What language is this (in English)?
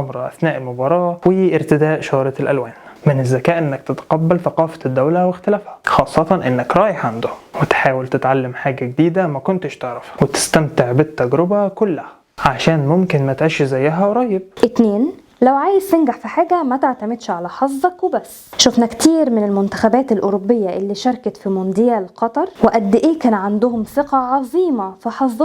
Egyptian Arabic